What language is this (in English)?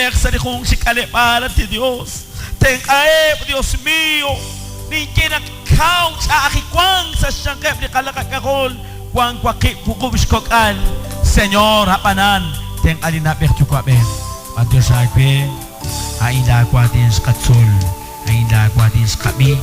Kekchí